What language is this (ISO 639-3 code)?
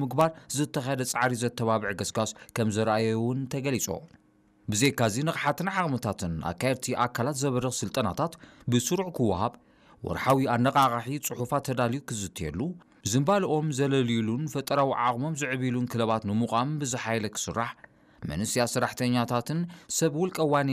tir